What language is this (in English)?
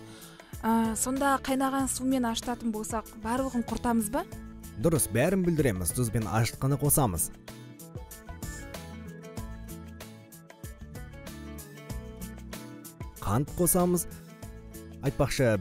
Kazakh